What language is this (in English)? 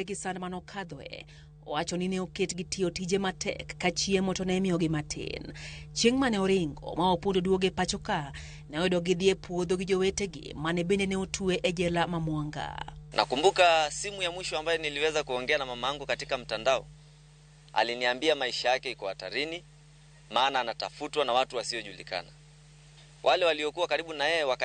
Luo (Kenya and Tanzania)